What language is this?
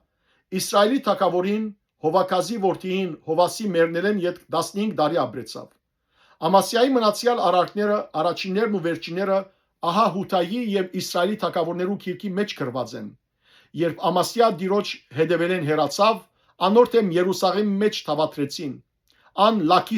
Western Armenian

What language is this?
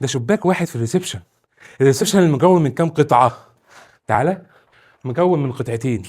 Egyptian Arabic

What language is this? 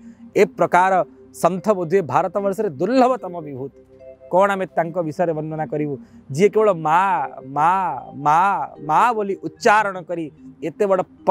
Odia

